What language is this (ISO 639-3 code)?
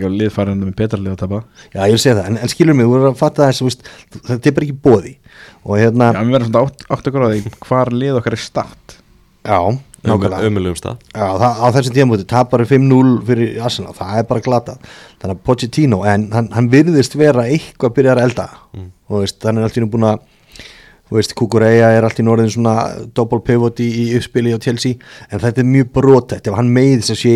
isl